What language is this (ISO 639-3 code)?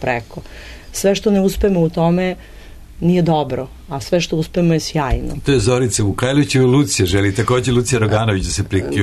srp